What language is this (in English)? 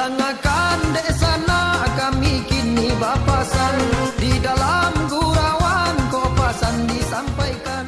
Minangkabau